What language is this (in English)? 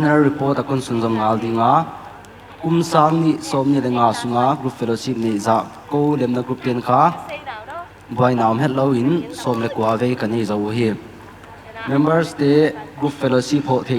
Paite Chin